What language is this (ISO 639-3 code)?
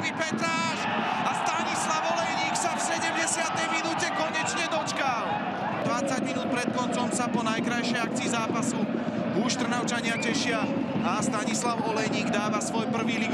slk